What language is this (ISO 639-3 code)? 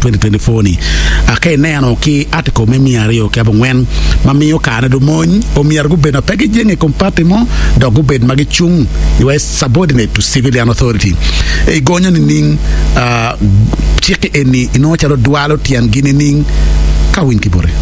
ach